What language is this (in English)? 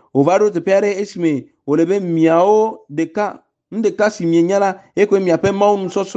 Ewe